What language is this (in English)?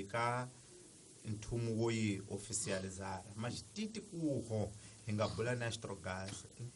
Tsonga